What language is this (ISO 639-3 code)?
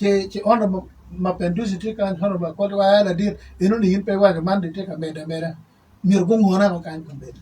ach